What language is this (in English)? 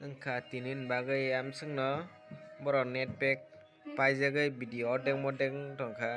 Kok Borok